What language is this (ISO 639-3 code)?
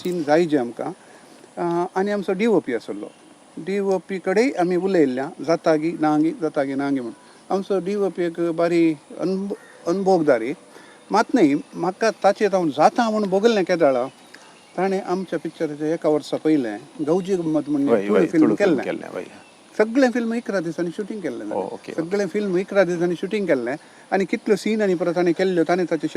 kok